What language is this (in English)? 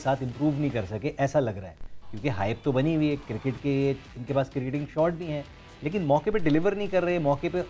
Hindi